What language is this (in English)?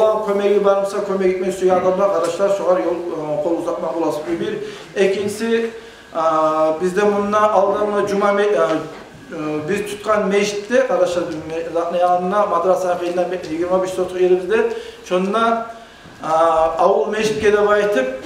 Kumyk